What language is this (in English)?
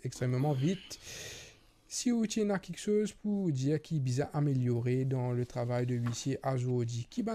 Morisyen